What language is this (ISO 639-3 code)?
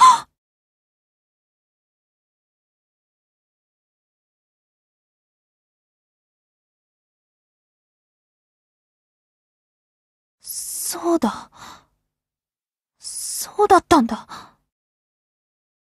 jpn